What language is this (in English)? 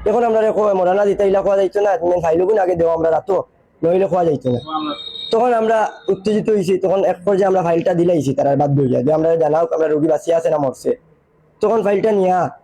Sylheti